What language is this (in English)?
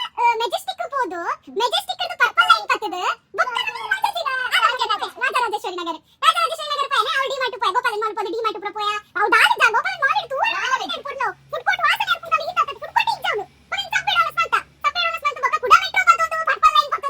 Tulu